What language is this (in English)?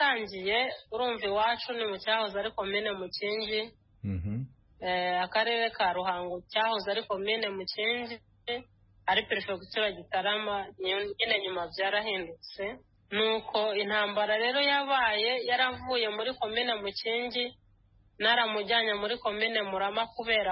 Kinyarwanda